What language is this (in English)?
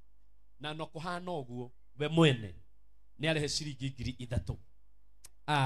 Kikuyu